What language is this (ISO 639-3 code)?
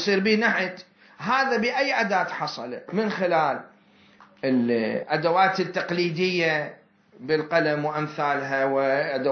acm